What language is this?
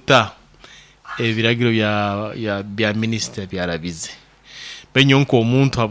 Nyoro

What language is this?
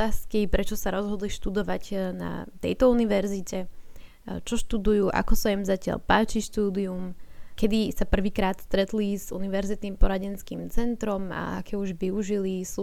Slovak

